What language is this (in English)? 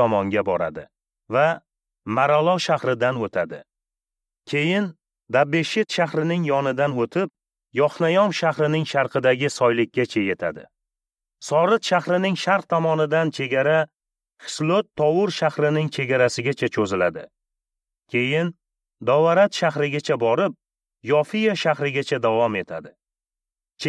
Uzbek